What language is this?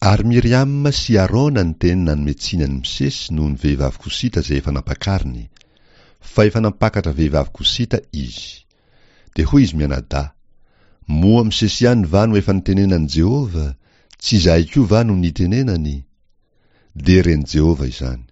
Malagasy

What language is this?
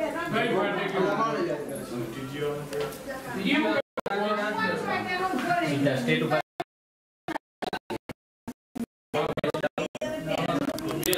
Gujarati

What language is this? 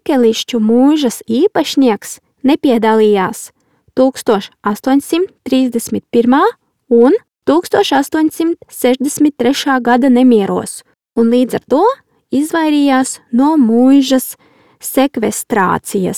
Latvian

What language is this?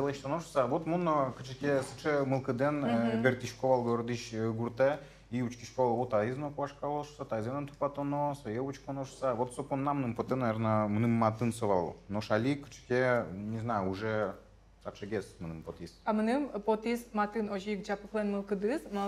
Udmurt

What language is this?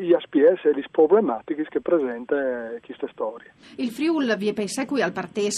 Friulian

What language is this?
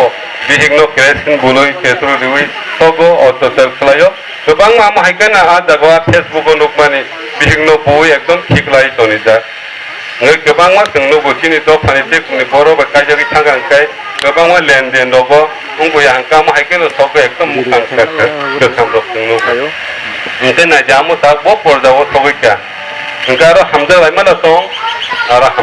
Kok Borok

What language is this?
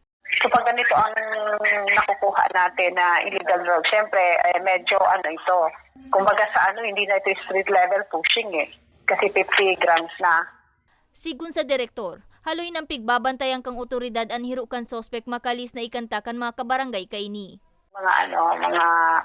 Bikol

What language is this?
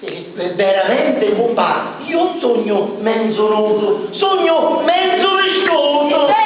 Sicilian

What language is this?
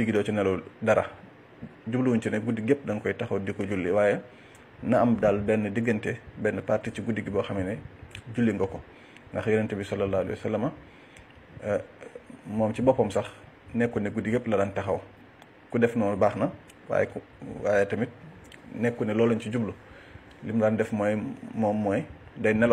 Wolof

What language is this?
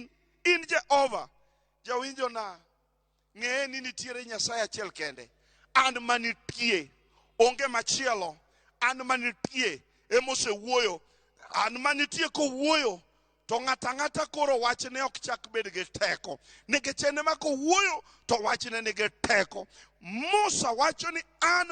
Luo (Kenya and Tanzania)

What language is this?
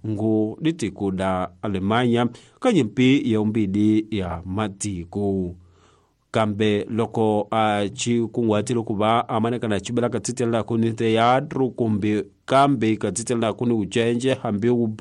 Tsonga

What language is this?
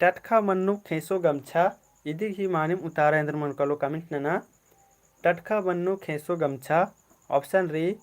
Kurukh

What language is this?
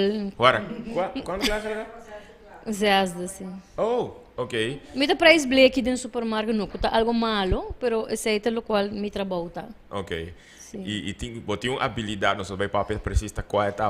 Papiamento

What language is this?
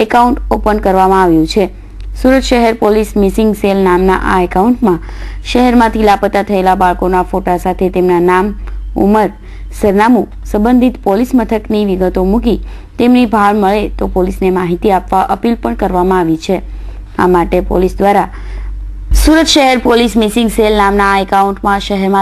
Gujarati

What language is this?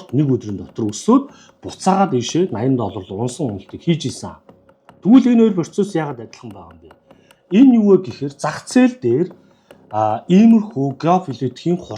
Mongolian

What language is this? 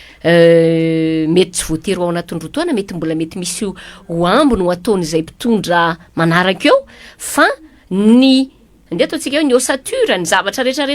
Malagasy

